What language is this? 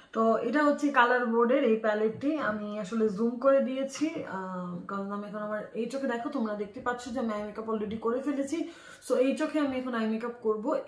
Bangla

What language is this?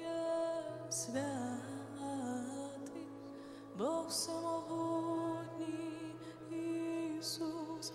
Ukrainian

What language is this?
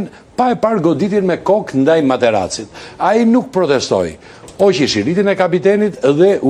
Albanian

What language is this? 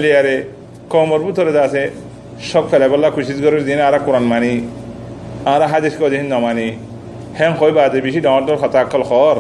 Rohingya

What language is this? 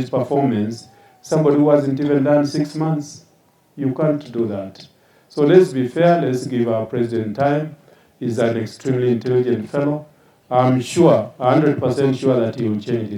Gusii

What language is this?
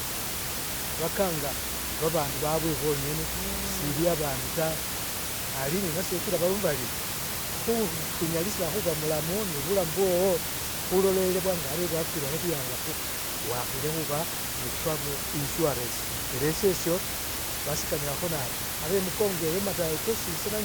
Masaaba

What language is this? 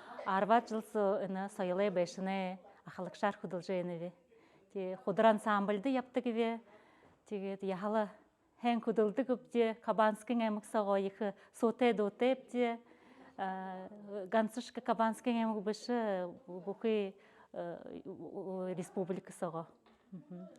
Buriat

